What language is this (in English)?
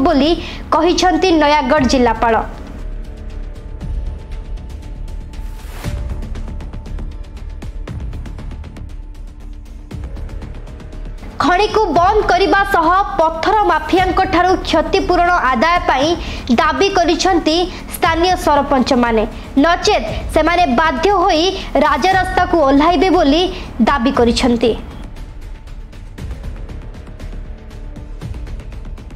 Odia